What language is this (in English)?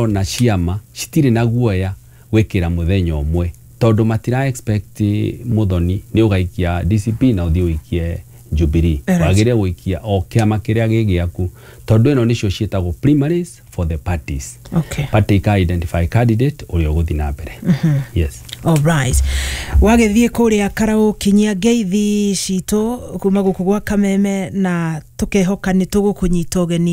Kikuyu